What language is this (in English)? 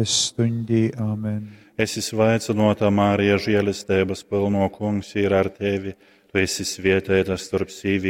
Latgalian